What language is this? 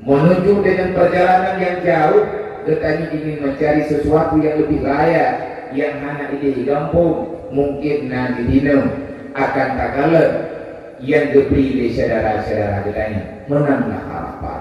Achinese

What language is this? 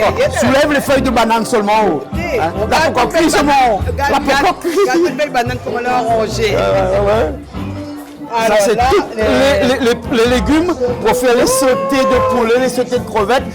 Réunion Creole French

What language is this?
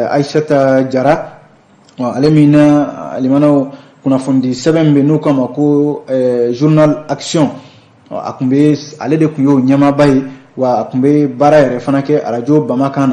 Bambara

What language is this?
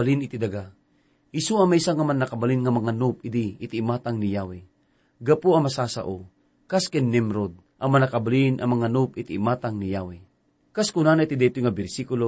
Iloko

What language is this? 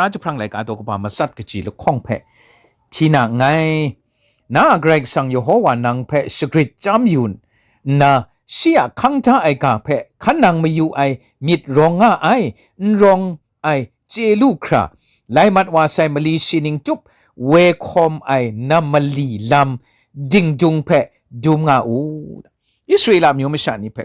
Kachin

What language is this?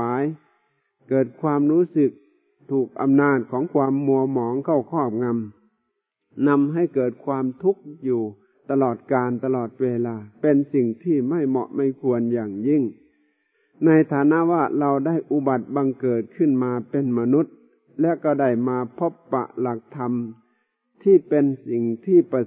Thai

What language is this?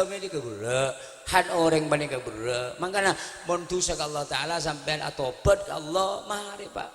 Madurese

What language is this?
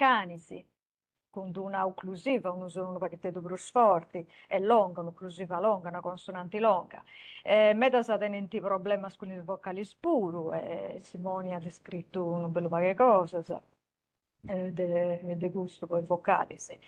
Sardinian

